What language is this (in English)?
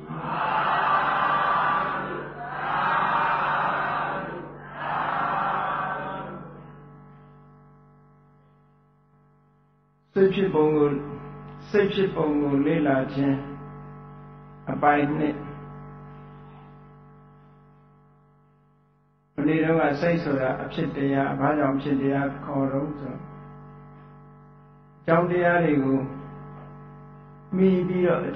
Burmese